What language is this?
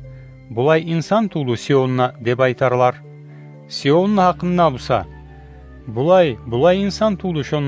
Kumyk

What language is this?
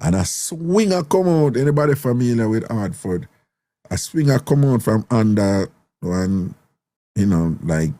Jamaican Creole English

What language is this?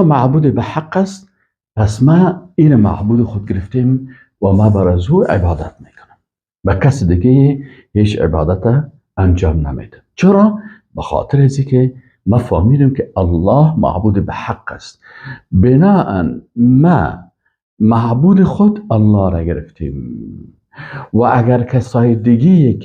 Persian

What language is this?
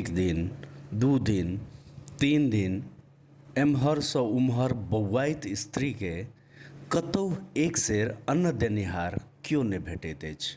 Maithili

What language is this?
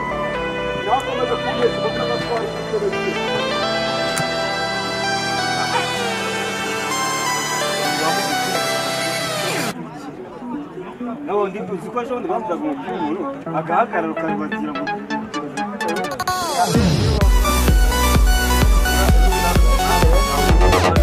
Kinyarwanda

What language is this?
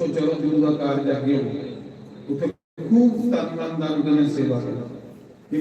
Dogri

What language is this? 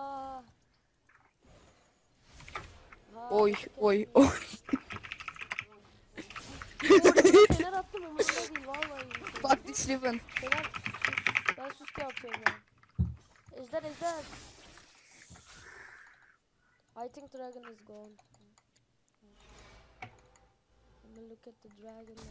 Turkish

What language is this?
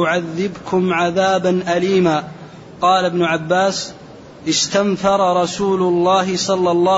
Arabic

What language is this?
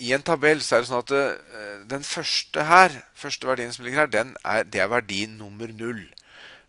Norwegian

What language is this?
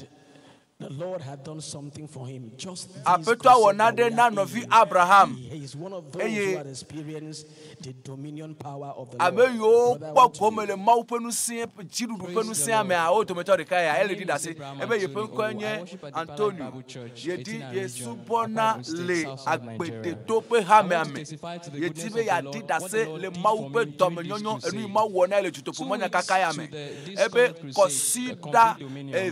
Ewe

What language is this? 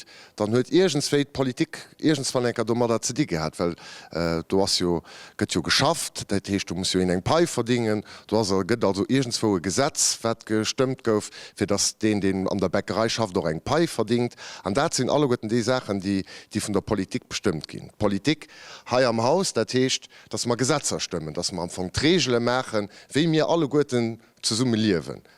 Luxembourgish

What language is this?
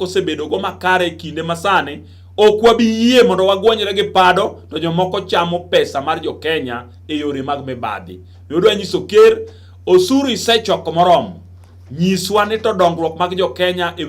Luo (Kenya and Tanzania)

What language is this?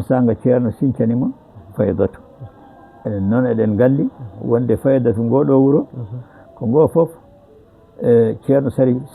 Fula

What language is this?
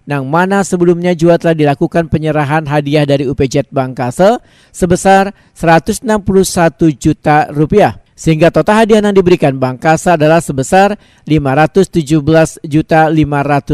Banjar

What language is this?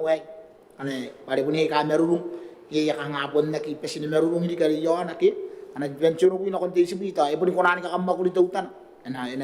Gilbertese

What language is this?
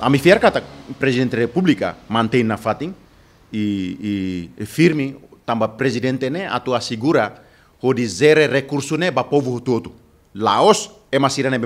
Tetum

